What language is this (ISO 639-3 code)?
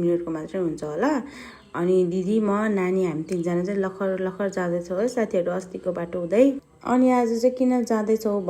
nep